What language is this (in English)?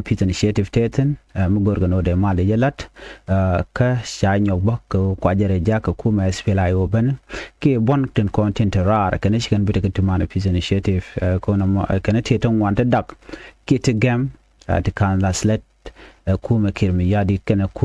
Nuer